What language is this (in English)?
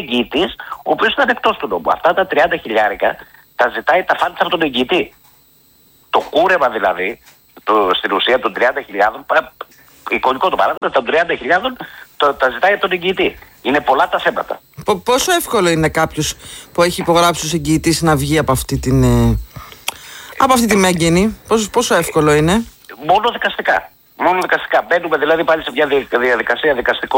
Greek